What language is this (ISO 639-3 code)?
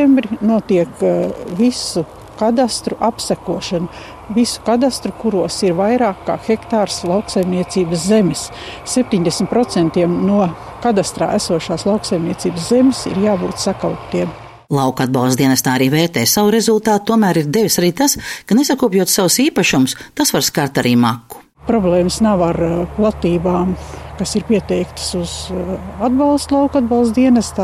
lav